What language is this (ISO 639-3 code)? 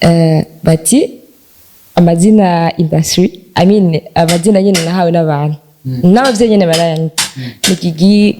run